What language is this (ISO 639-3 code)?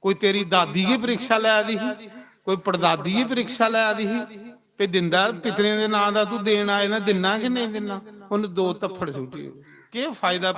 doi